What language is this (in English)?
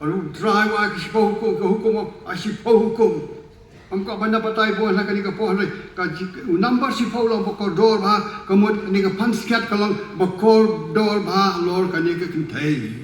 Khasi